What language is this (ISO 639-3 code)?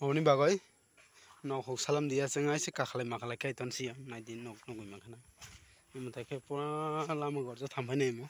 trp